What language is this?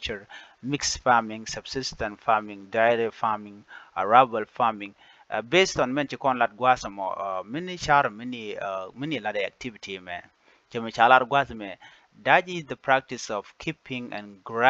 Nuer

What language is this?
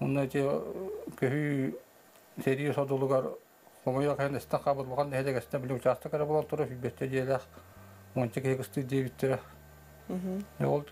Yakut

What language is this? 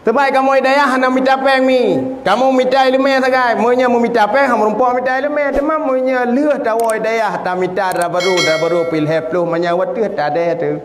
Achinese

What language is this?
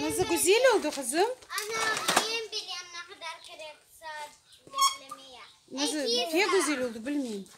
Crimean Tatar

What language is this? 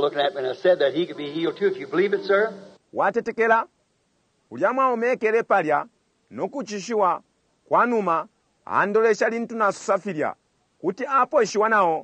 Bemba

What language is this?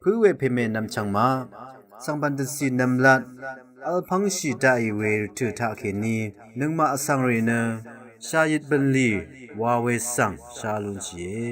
Rawang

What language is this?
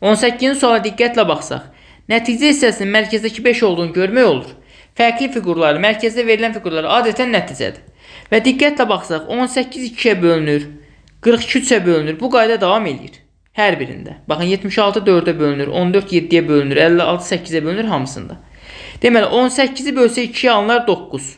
Azerbaijani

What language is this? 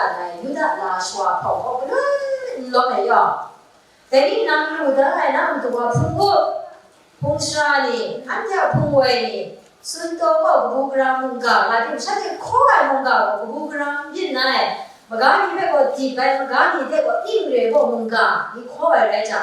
Kachin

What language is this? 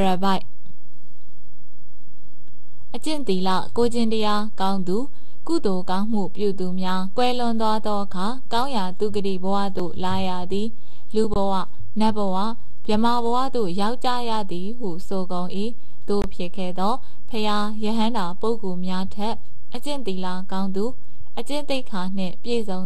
Burmese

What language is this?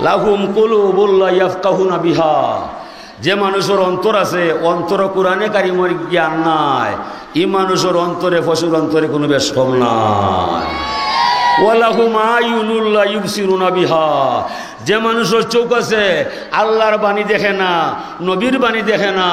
Sylheti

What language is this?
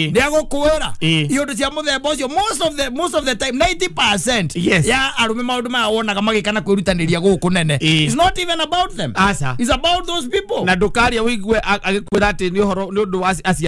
Kikuyu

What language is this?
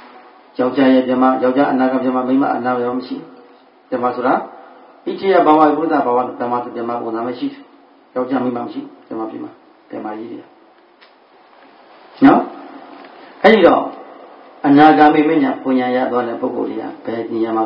Burmese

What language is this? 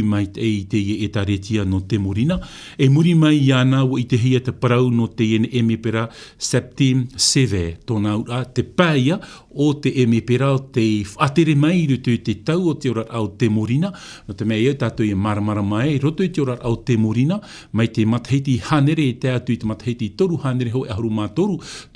Tahitian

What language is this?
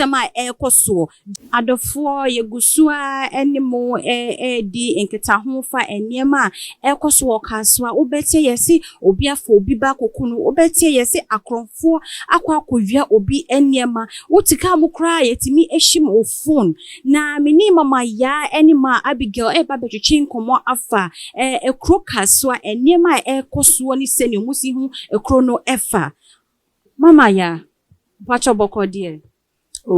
Akan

